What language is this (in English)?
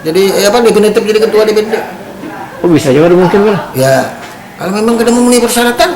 Banjar